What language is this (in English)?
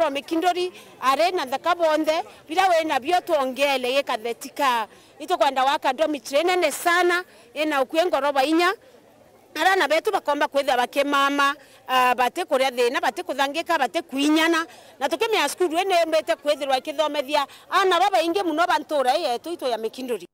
Meru